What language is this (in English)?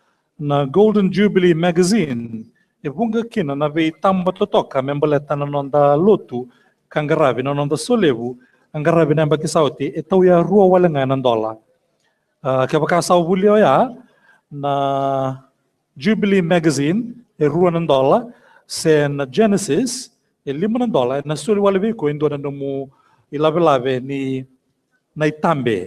Fijian